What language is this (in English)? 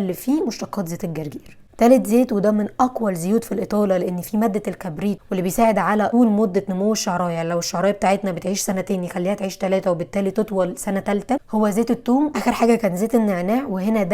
Egyptian Arabic